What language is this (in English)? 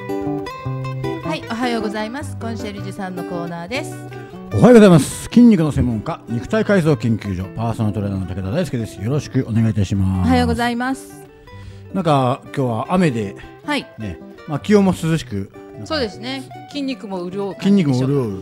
Japanese